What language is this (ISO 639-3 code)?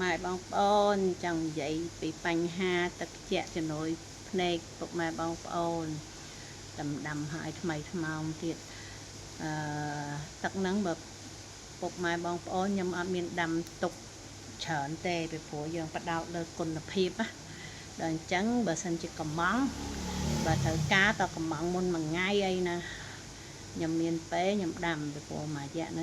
khm